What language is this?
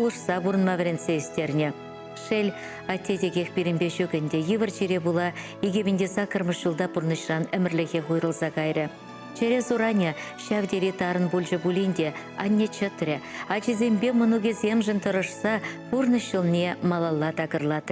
Chuvash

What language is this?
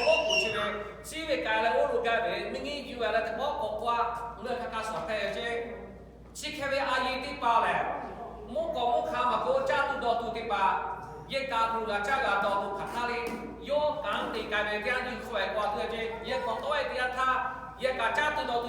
Lahu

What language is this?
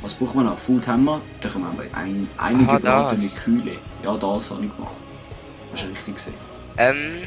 Swiss German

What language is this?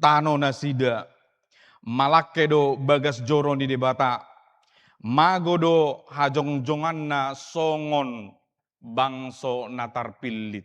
Batak Toba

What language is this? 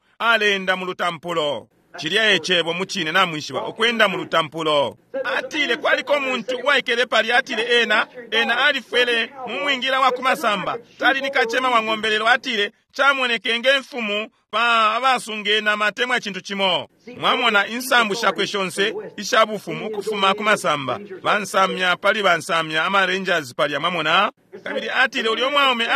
Bemba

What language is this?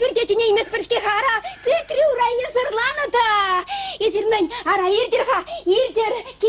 Chuvash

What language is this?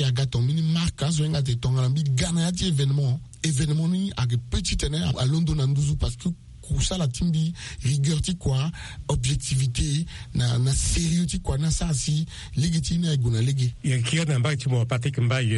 Sango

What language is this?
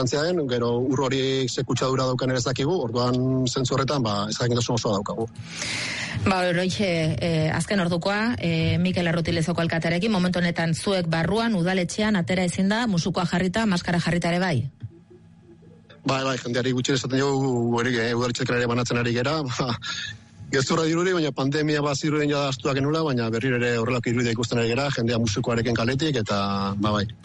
Basque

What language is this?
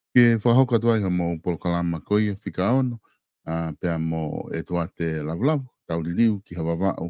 Tongan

